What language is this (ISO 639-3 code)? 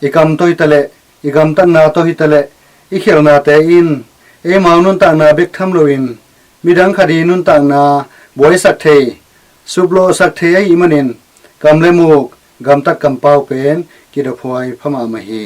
ctd